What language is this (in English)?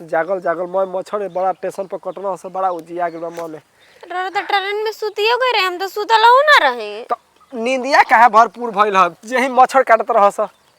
Bhojpuri